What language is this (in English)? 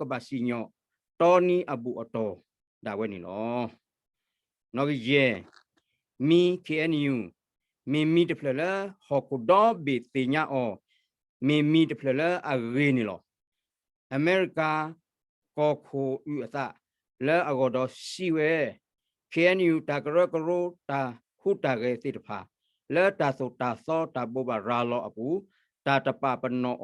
S'gaw Karen